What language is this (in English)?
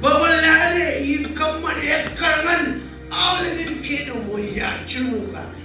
Marshallese